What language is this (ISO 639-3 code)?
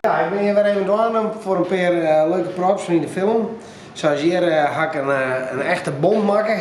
fry